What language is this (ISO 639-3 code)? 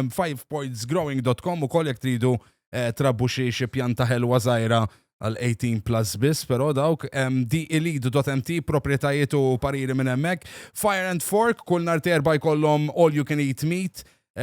mlt